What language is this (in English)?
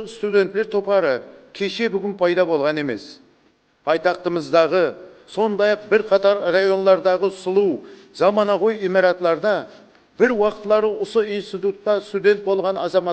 Kara-Kalpak